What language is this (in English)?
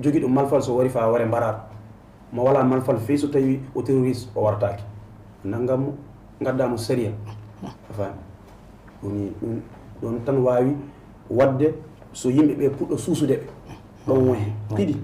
Fula